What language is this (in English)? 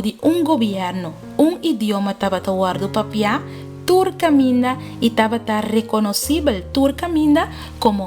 Papiamento